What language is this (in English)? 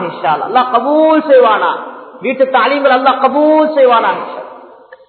Tamil